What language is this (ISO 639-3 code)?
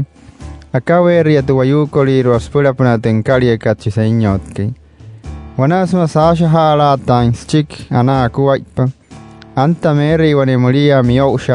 guc